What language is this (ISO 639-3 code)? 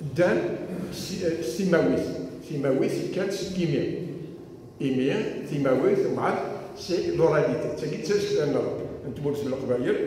kab